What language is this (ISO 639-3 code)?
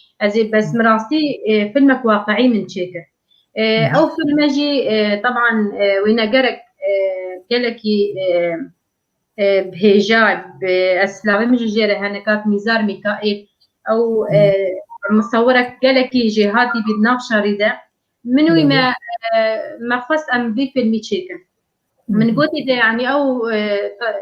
kur